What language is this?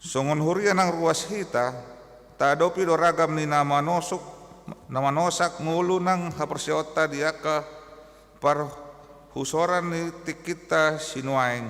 Batak Toba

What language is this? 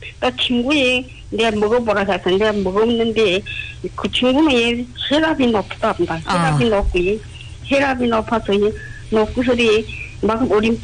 Korean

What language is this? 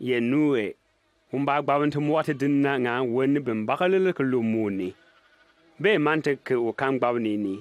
Bimoba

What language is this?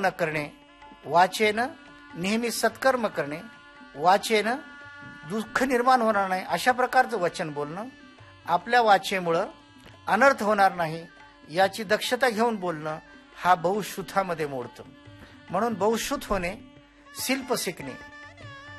Marathi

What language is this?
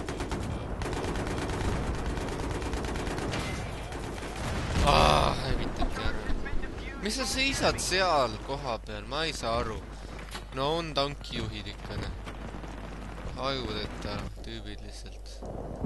Estonian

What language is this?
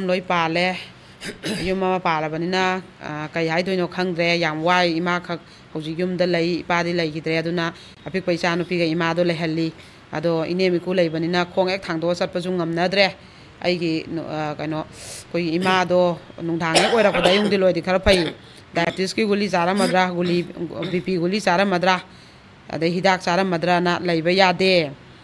Manipuri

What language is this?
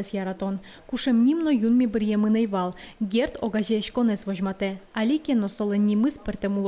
Udmurt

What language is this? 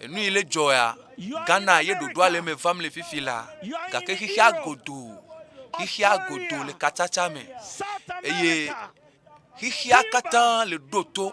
Ewe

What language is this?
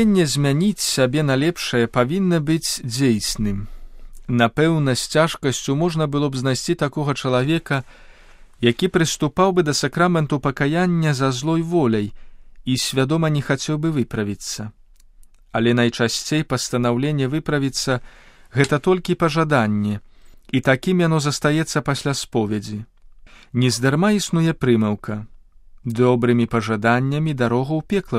Belarusian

